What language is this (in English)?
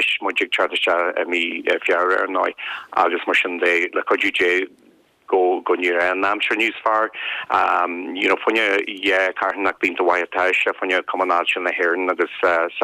Irish